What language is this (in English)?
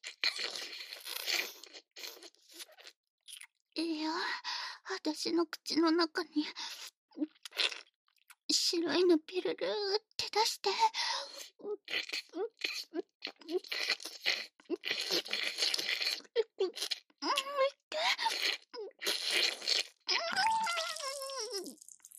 Japanese